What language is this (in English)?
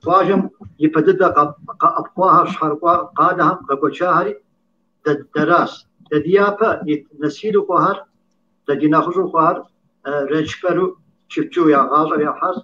Kabardian